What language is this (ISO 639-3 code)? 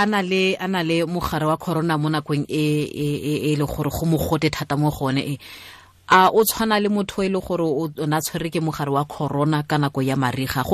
tsn